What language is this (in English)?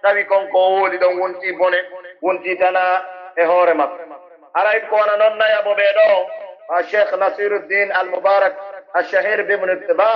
Pular